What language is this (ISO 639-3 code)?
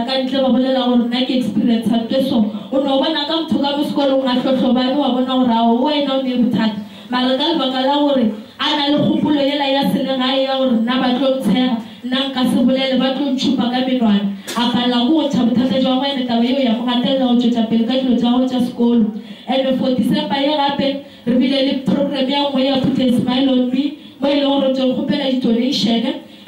nso